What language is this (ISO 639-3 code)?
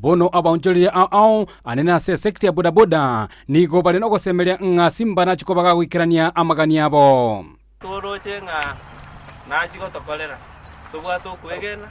guz